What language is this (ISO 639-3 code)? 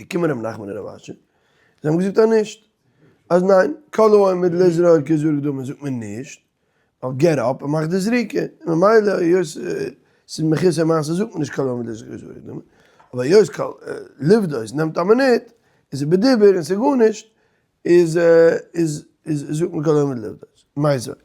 yid